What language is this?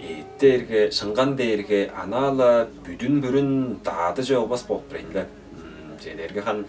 Tuvinian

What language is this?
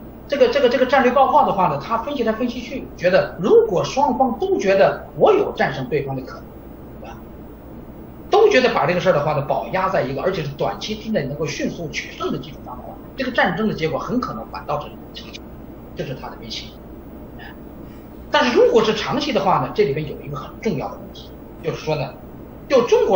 Chinese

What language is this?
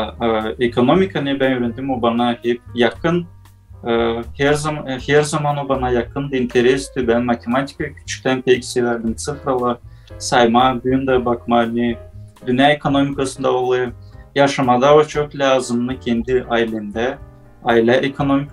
Gagauz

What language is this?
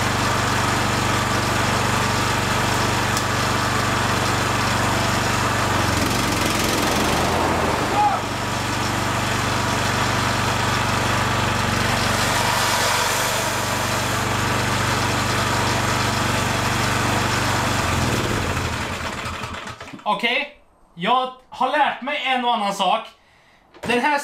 Swedish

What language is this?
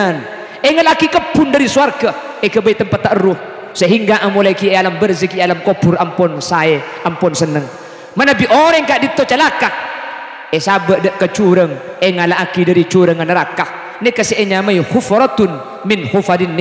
Madurese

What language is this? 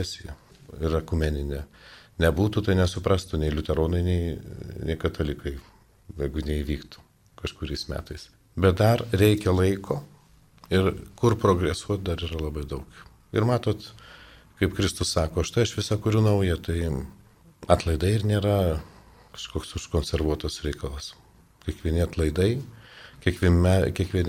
Lithuanian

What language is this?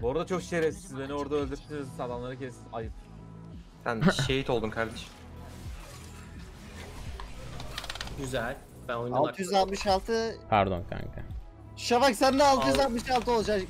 Turkish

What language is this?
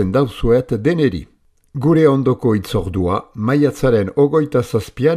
Basque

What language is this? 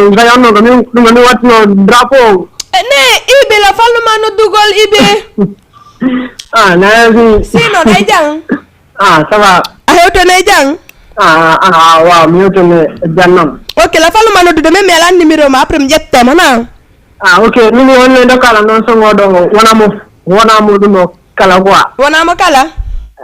Fula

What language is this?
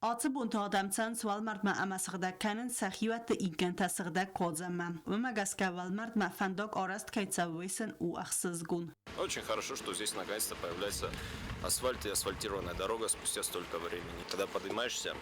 Ossetic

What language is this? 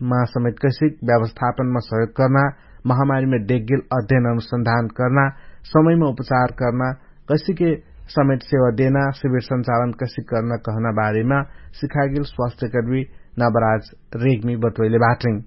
Dangaura Tharu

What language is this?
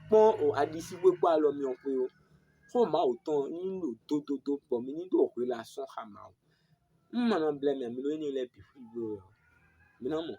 Fon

